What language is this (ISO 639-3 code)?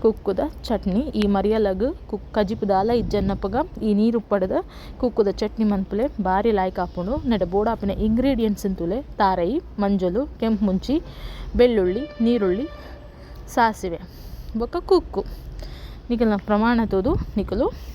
tcy